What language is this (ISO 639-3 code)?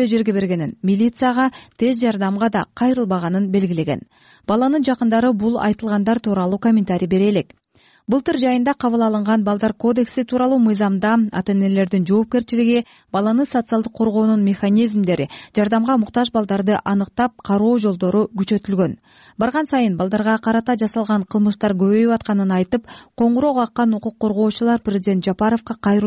kir